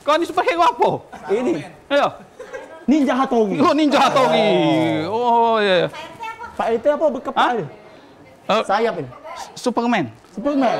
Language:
Musi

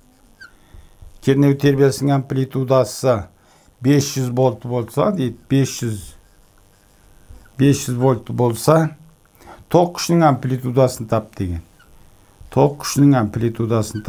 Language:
Kazakh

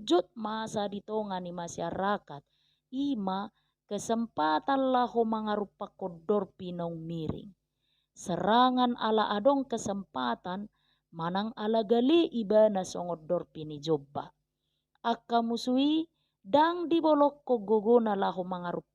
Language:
Batak Toba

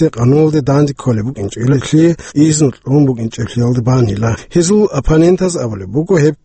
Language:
Avaric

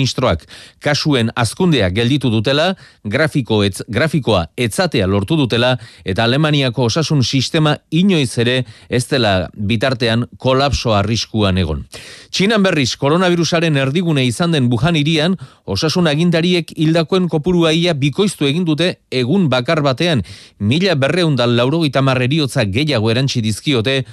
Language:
Basque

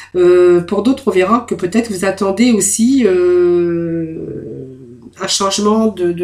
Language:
French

